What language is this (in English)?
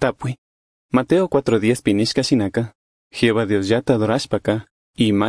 Chimborazo Highland Quichua